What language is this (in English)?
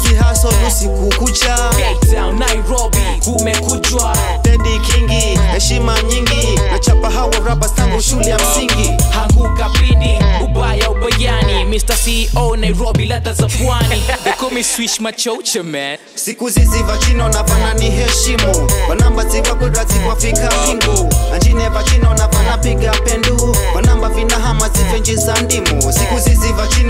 Swahili